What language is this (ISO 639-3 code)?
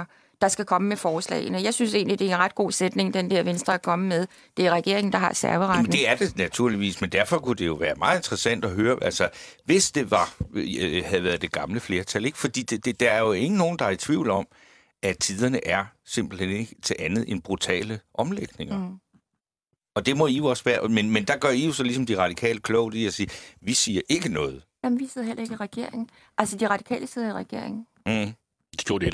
dan